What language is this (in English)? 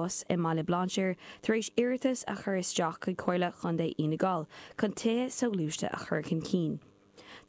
Irish